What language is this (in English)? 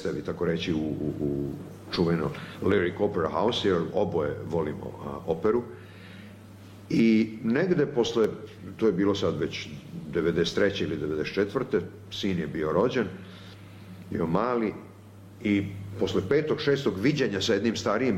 Serbian